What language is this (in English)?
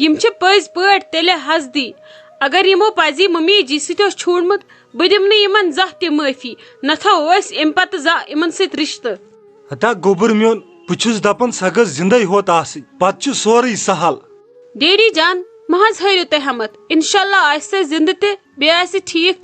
Kashmiri